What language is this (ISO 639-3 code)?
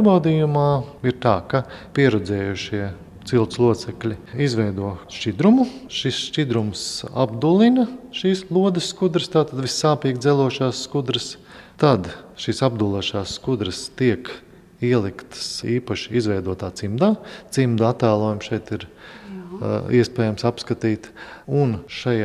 lav